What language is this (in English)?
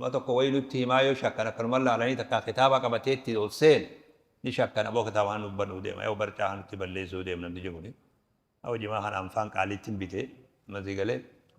Oromo